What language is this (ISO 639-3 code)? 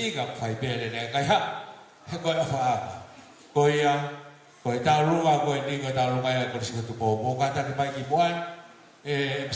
ton